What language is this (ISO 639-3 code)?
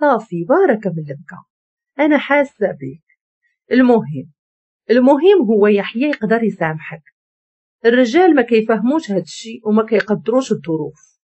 ary